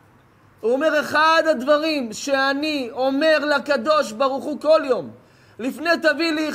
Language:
Hebrew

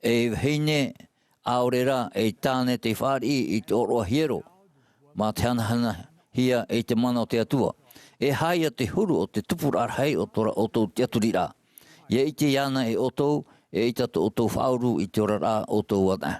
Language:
Tahitian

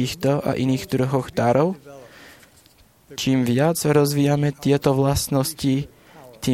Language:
Slovak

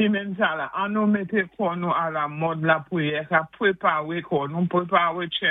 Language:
Saint Lucian Creole French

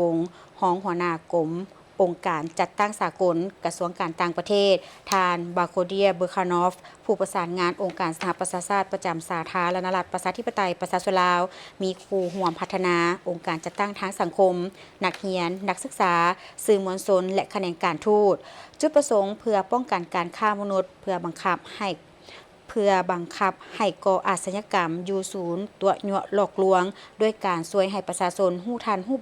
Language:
Lao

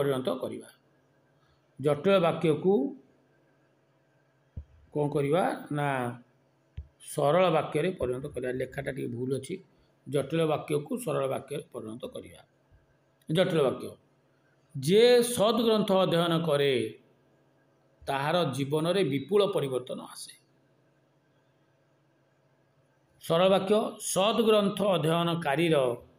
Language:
Odia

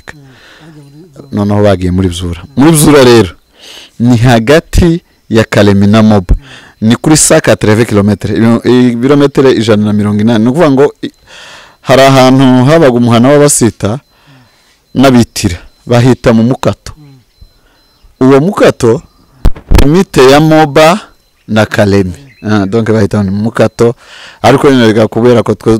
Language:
Kinyarwanda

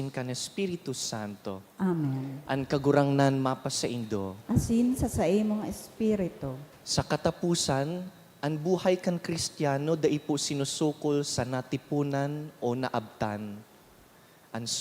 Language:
Bikol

